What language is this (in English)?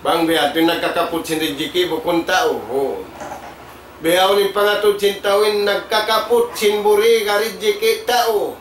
Tausug